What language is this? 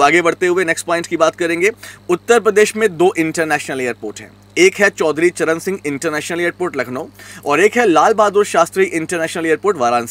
Hindi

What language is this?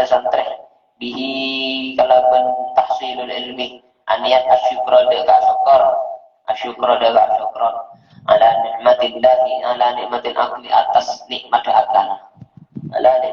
Madurese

